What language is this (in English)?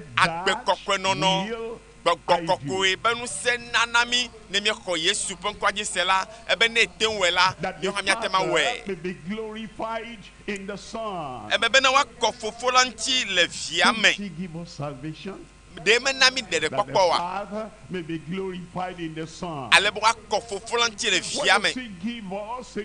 Ewe